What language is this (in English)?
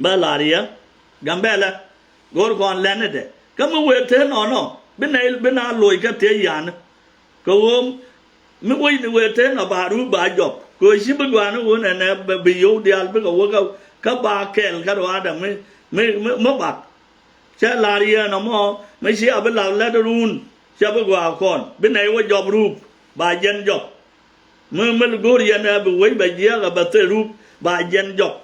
Nuer